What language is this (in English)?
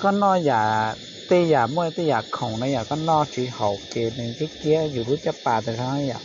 Hmong